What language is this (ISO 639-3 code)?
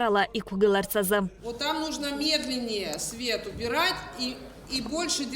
abk